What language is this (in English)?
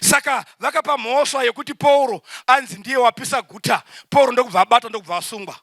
Shona